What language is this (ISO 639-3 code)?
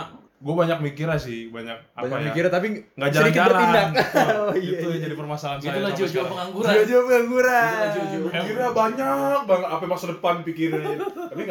ind